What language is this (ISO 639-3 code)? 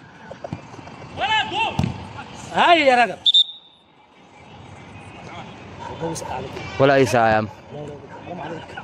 arz